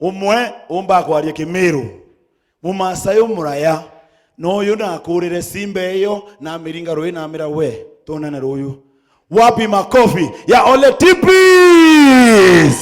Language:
Meru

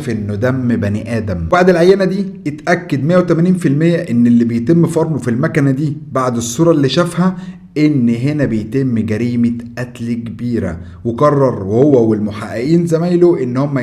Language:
Egyptian Arabic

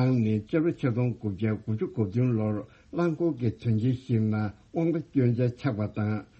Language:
Tibetan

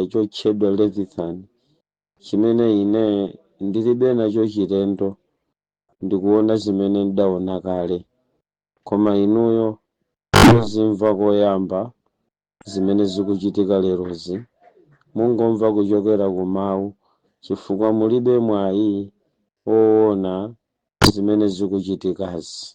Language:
Nyanja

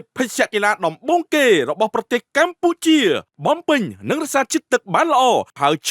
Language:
Khmer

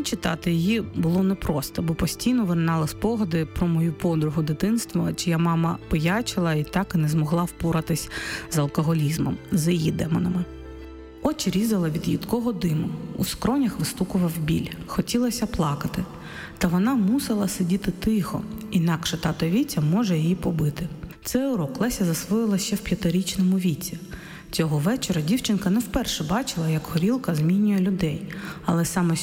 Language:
Ukrainian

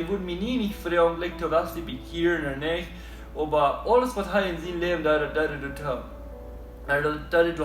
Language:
Plautdietsch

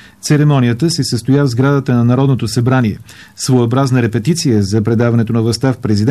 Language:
Bulgarian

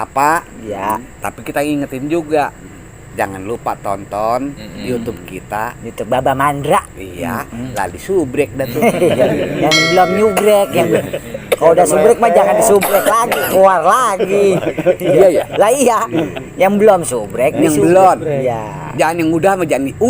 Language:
Betawi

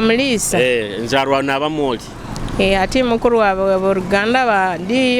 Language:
Nyoro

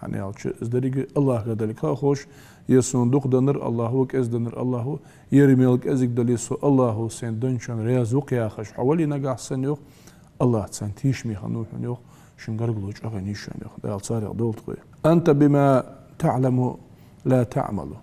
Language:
Ingush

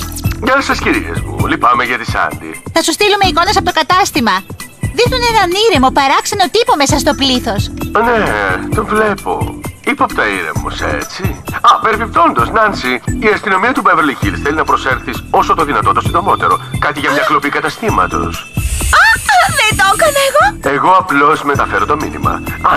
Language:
Greek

